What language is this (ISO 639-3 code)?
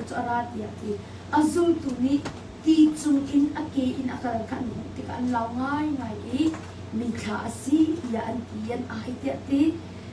cnh